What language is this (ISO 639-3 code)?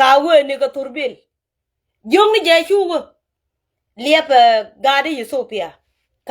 nus